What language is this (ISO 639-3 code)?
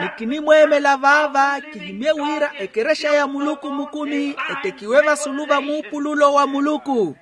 vmw